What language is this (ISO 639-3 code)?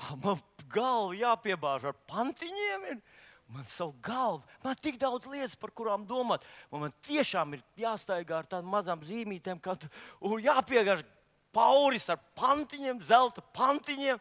lav